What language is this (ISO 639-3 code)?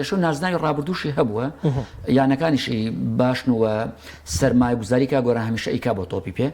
ckb